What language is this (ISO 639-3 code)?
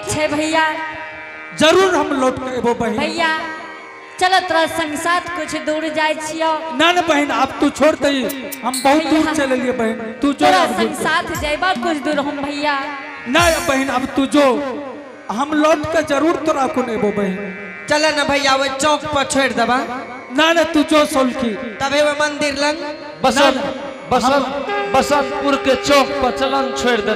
anp